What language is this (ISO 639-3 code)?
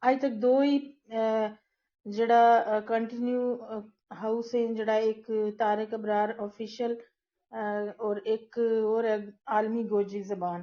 gju